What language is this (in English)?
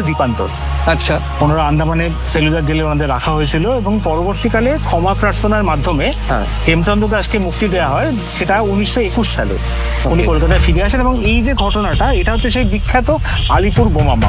Bangla